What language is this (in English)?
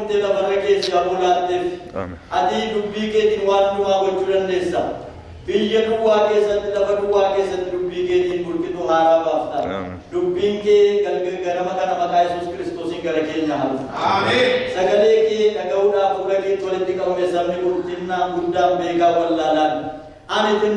Oromo